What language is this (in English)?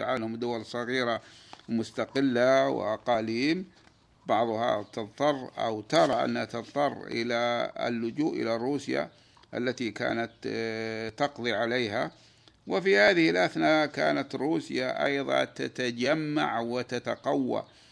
Arabic